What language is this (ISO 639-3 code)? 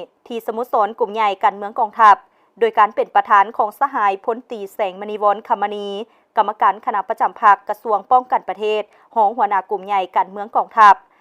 lao